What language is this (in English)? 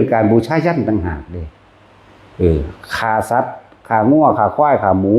Northeastern Thai